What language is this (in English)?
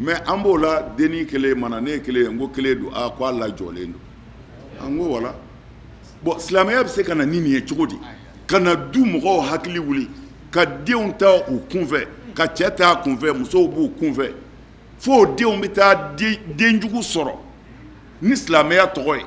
Bambara